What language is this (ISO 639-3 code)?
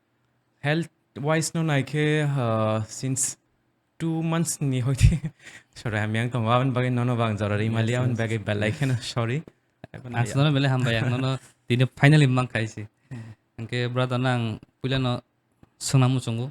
trp